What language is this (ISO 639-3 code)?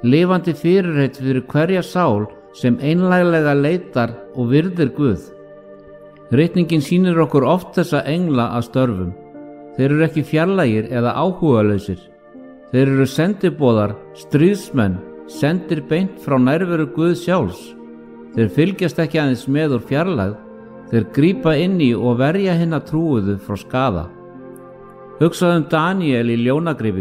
isl